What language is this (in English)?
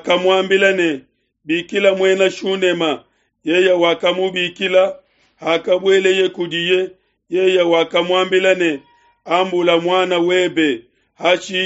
Luba-Lulua